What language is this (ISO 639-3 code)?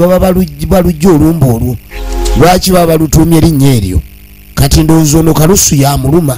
lug